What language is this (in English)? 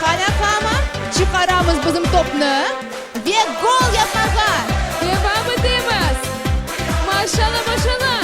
Crimean Tatar